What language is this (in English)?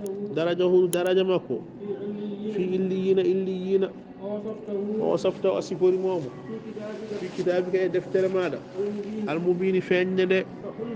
Fula